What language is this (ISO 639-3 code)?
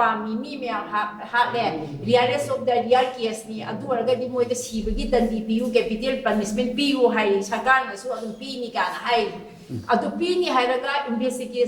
mni